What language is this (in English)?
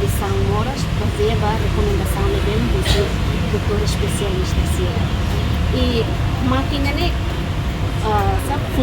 Tetum